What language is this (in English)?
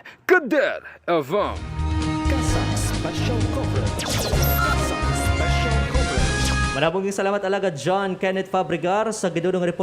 Hiligaynon